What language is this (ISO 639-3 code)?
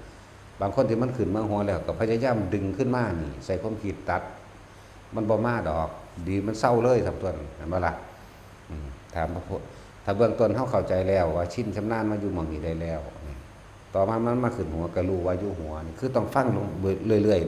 tts